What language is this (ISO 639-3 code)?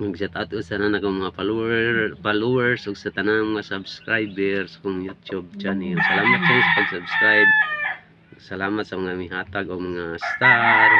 ceb